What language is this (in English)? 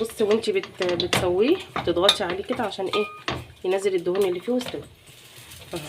Egyptian Arabic